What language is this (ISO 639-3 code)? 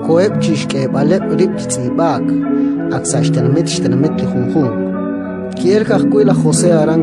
kek